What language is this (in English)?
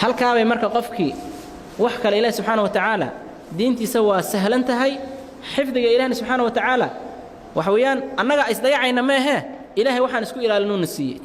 Somali